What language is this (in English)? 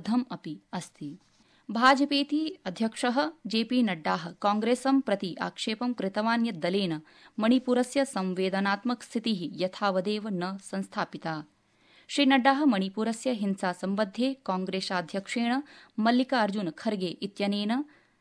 Sanskrit